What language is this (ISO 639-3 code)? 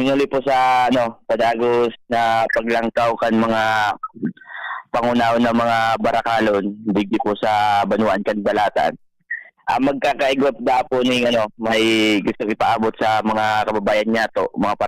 bik